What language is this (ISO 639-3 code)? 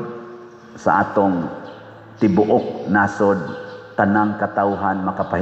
ceb